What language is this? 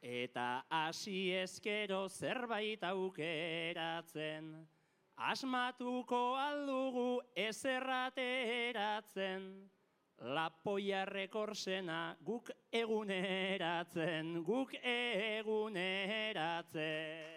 Basque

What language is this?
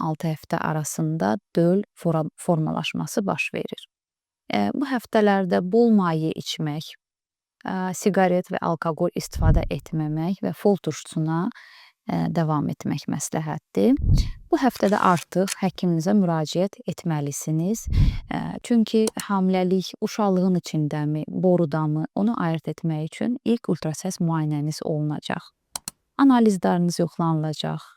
Azerbaijani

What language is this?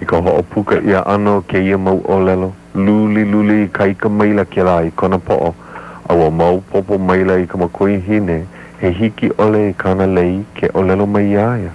Hawaiian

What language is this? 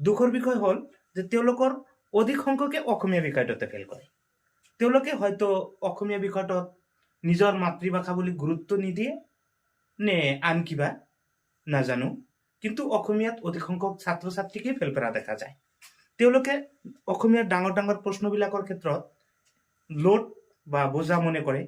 Assamese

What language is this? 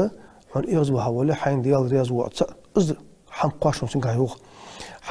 Ingush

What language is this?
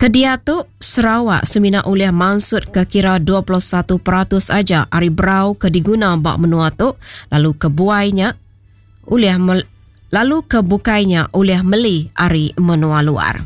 Iban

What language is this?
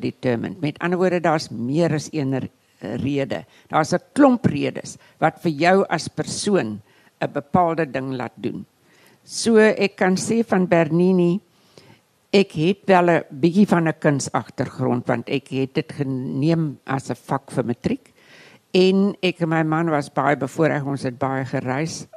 Afrikaans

